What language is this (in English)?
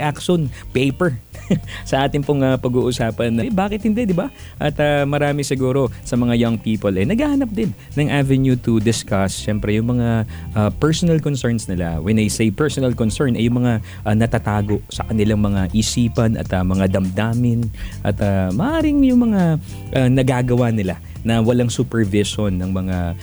Filipino